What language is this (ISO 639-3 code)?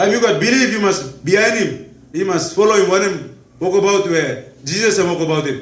tpi